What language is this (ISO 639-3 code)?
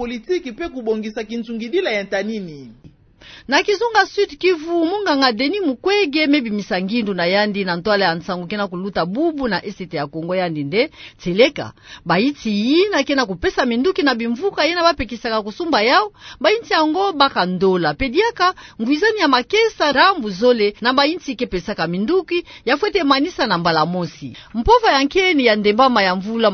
ktu